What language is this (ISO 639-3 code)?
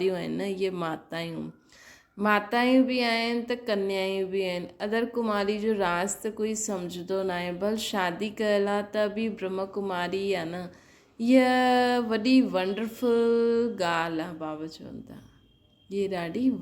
snd